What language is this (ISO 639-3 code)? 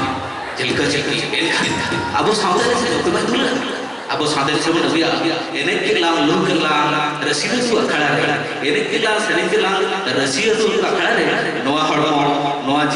sat